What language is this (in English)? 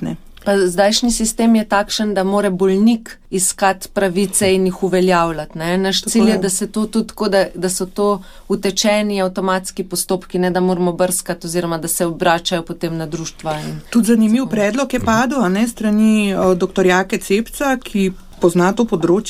Slovenian